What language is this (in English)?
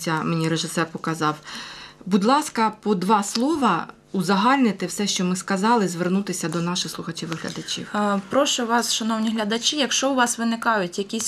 Ukrainian